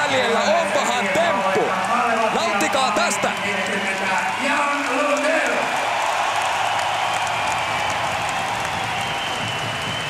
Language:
Finnish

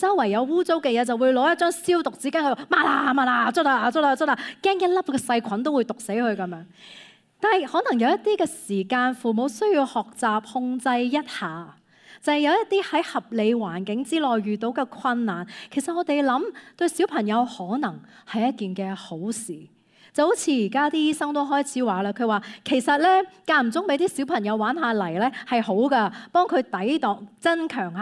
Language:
Cantonese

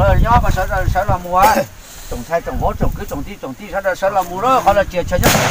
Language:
Hmong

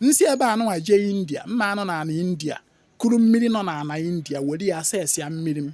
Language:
Igbo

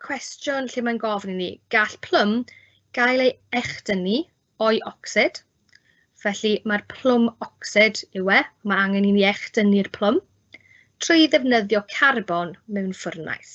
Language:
Welsh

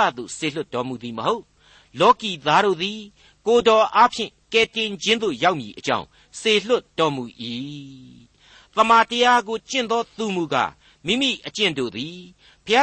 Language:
Burmese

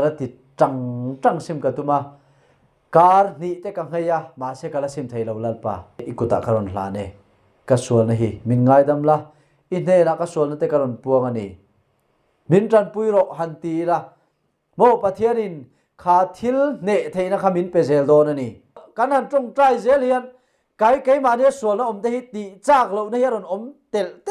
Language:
Mizo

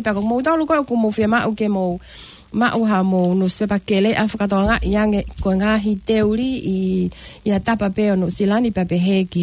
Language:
Tongan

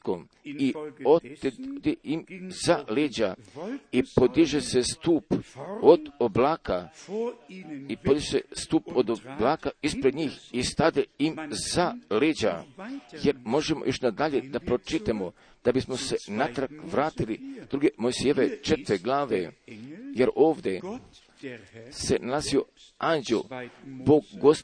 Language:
Croatian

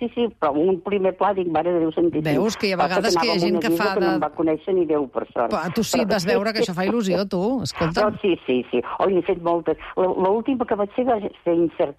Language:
Catalan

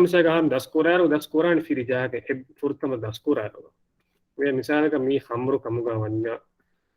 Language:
Divehi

